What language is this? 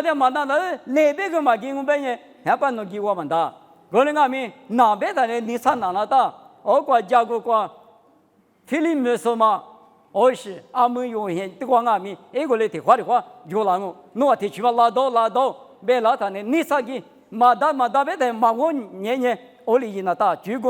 Lisu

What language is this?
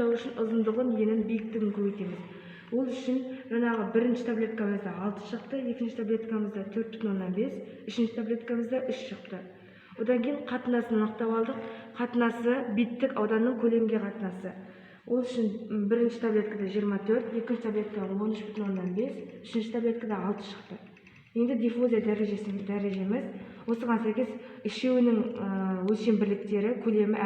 Kazakh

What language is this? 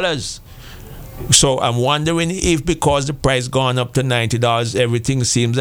English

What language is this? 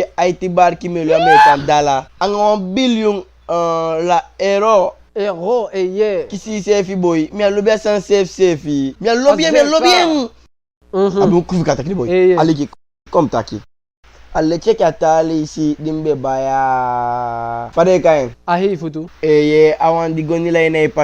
Eastern Maroon Creole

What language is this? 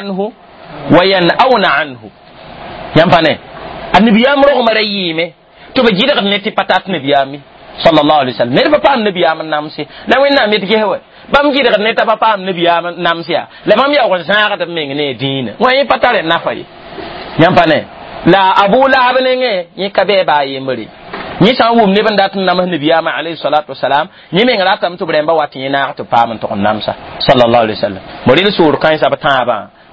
Mossi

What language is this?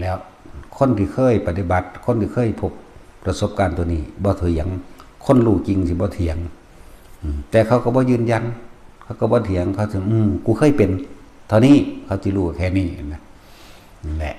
Northeastern Thai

